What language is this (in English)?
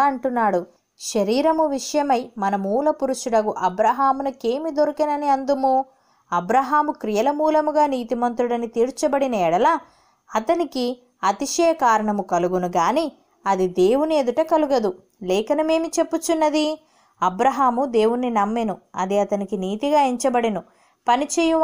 Telugu